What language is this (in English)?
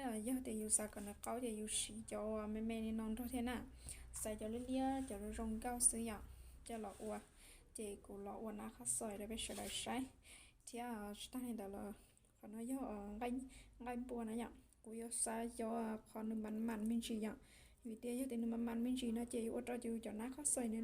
Hmong